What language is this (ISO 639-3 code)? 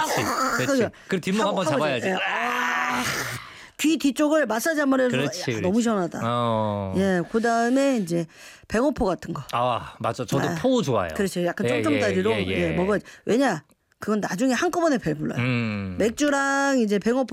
kor